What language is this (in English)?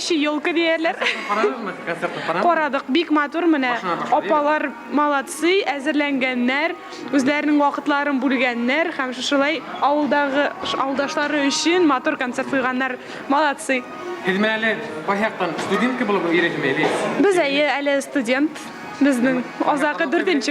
Bashkir